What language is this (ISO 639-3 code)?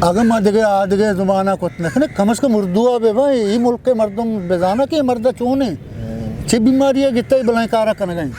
bgp